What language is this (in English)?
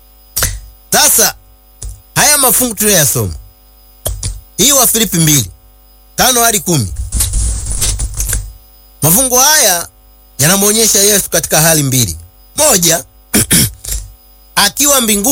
Swahili